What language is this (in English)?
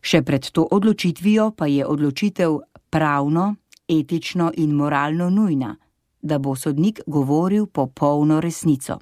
Slovenian